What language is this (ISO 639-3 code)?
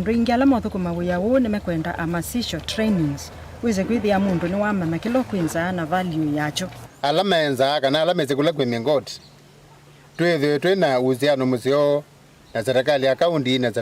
kam